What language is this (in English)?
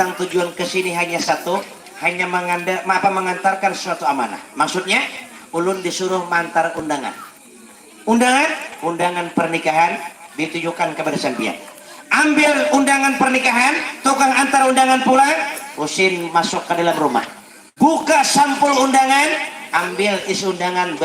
Banjar